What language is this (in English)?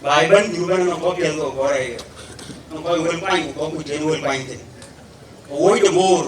Dinka